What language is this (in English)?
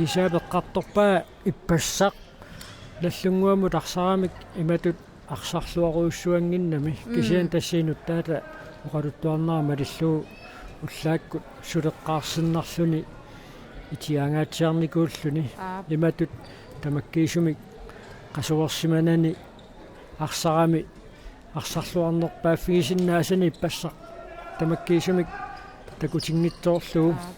Kalaallisut